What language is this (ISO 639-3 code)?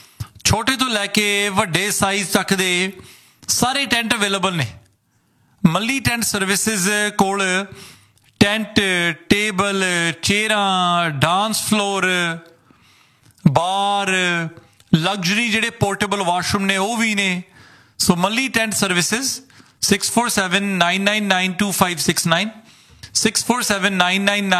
pan